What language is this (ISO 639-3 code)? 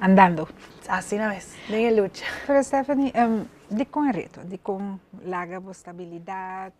pap